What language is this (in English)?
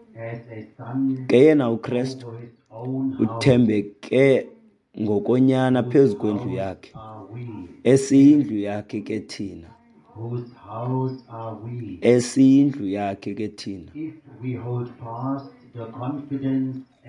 Xhosa